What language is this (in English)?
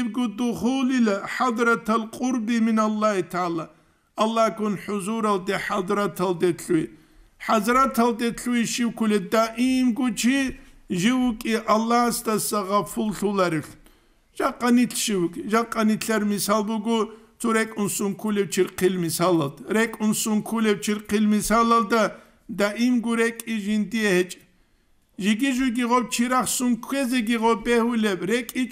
Avaric